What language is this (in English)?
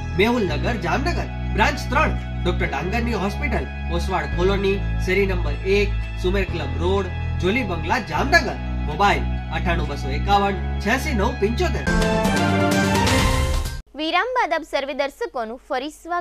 Gujarati